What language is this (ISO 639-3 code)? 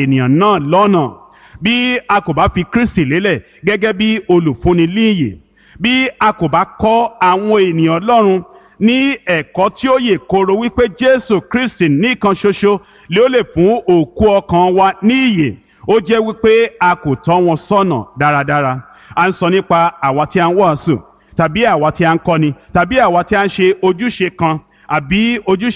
yor